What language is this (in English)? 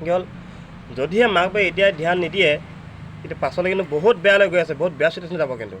Assamese